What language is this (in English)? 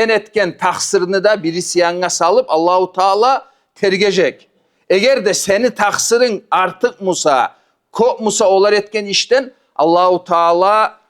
Kumyk